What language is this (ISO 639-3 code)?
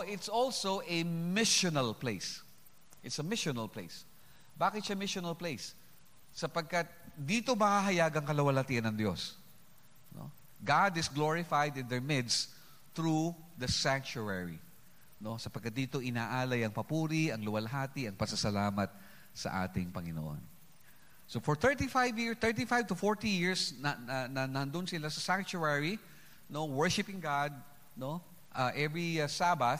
fil